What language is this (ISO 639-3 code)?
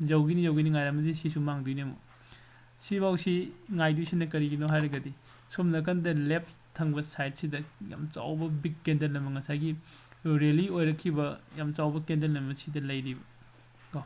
mni